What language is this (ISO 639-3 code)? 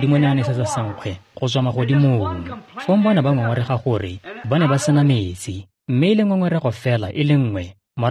tsn